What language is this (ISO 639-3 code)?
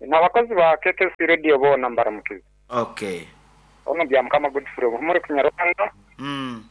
nyn